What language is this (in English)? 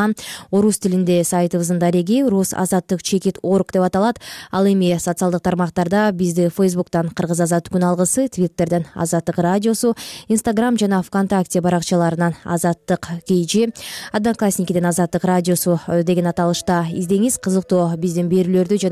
Kyrgyz